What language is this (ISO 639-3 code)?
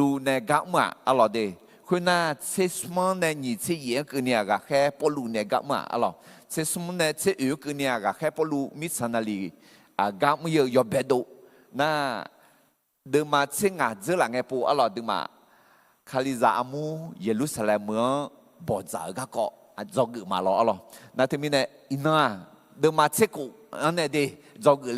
ahk